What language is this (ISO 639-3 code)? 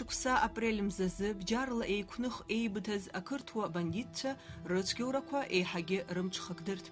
abk